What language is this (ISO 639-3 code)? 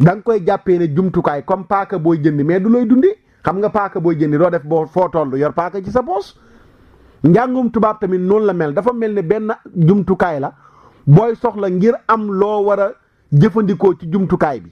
wol